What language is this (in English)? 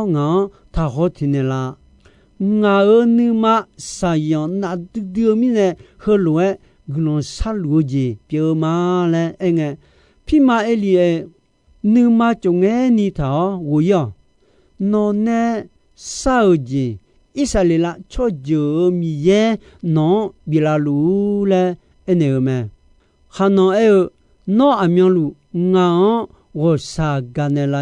Akha